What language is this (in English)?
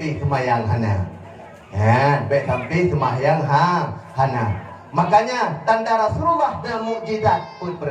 Achinese